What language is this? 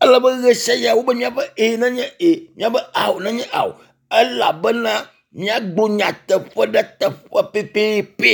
Ewe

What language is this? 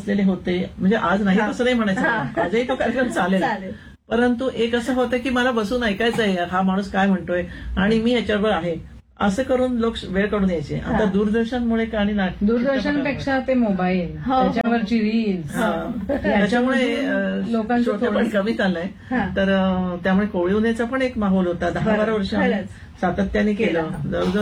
Marathi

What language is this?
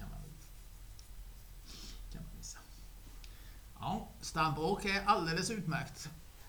Swedish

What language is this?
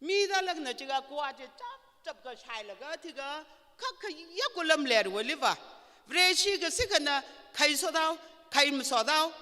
Tangkhul Naga (India)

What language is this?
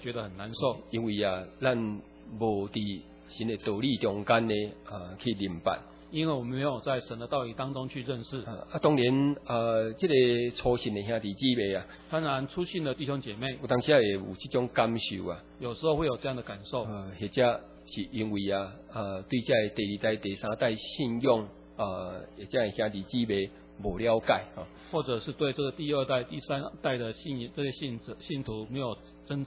Chinese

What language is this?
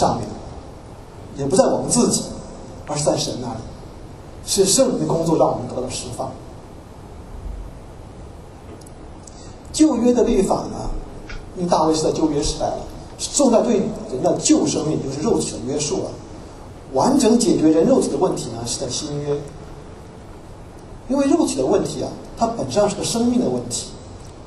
Chinese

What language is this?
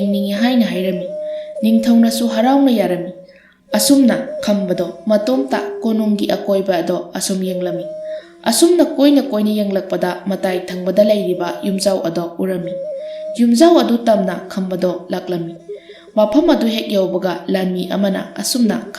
Manipuri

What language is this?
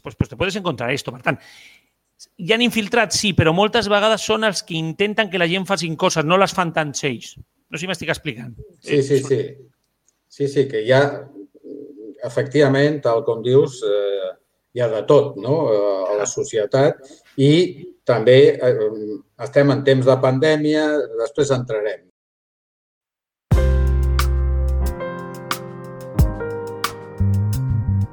Catalan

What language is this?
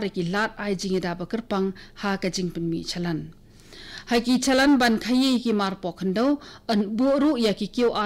Khasi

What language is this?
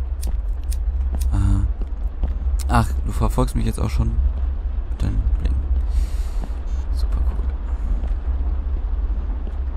German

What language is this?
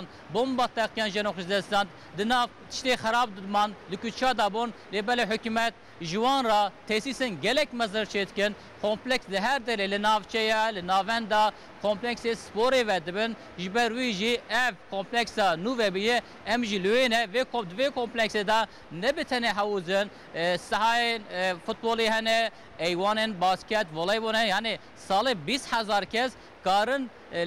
Kurdish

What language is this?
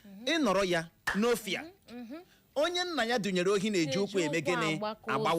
Igbo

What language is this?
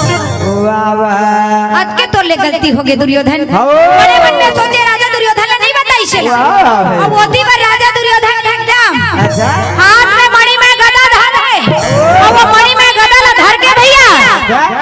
Chhattisgarhi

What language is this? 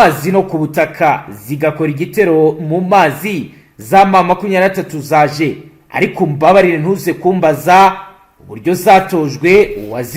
Kinyarwanda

